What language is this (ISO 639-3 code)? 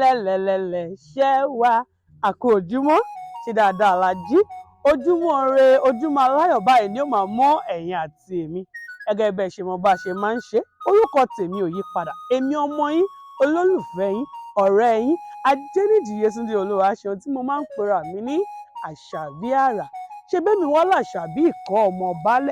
yor